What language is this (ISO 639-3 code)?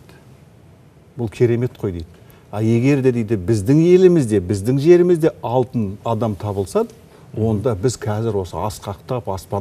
kaz